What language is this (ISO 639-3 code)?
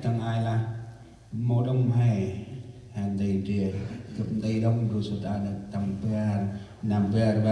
cmo